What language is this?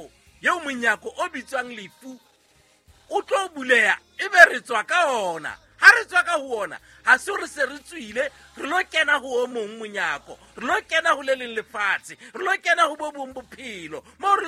Southern Sotho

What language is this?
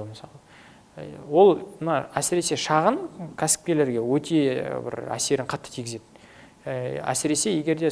Kazakh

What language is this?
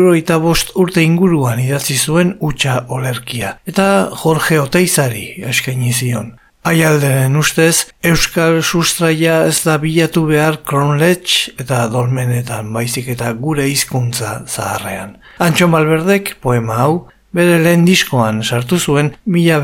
Basque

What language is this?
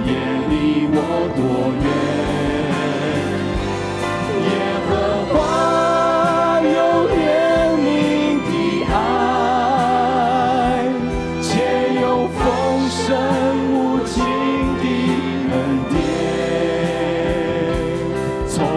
Chinese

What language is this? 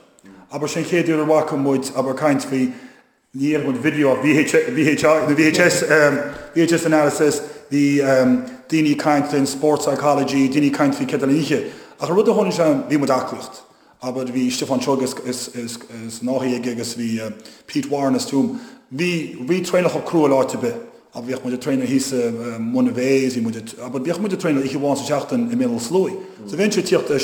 Irish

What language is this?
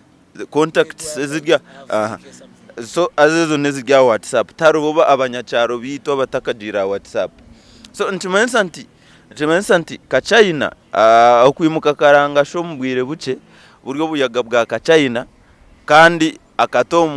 Nyankole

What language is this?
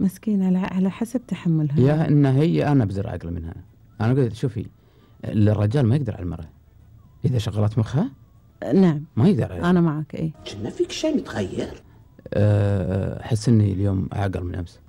Gulf Arabic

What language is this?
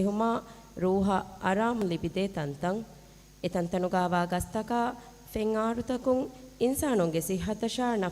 Divehi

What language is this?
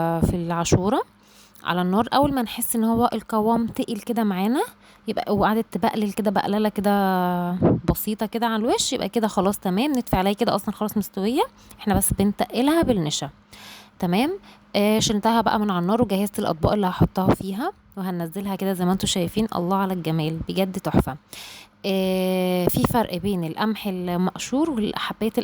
Egyptian Arabic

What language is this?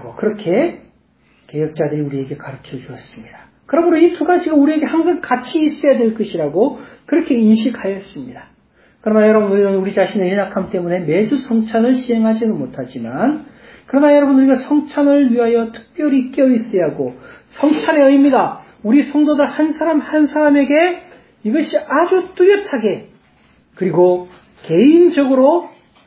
Korean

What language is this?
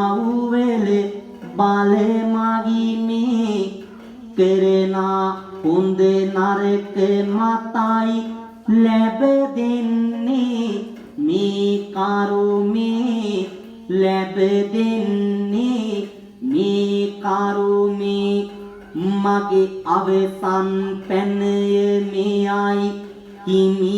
Sinhala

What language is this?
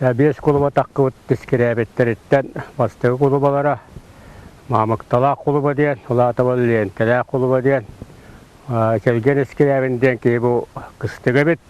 Yakut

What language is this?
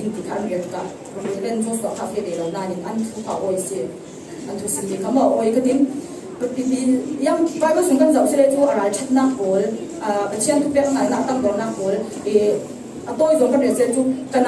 Falam Chin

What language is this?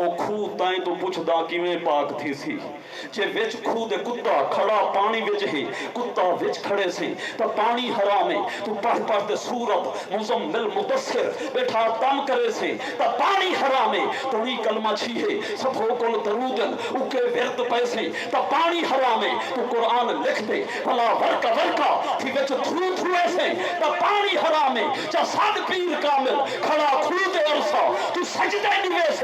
Saraiki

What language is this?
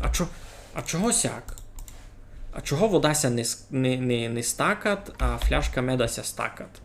Rusyn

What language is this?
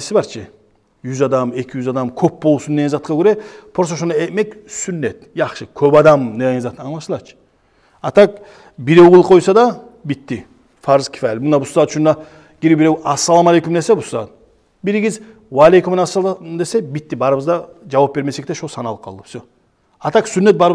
Kumyk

